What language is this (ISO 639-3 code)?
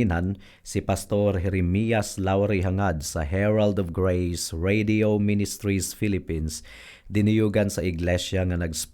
ceb